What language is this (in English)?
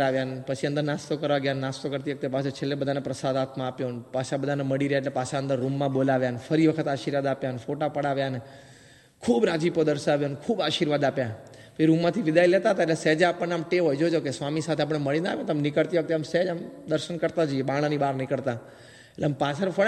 Gujarati